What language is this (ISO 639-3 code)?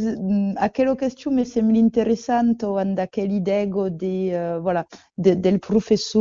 oci